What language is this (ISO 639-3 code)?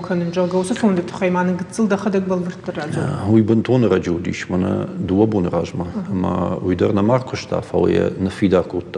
oss